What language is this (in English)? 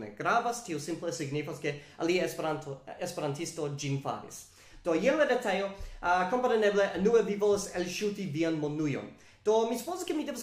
Esperanto